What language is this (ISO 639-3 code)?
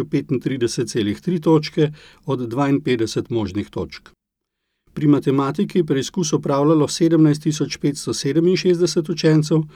slv